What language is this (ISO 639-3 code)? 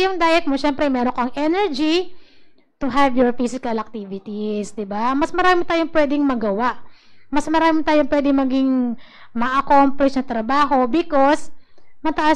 fil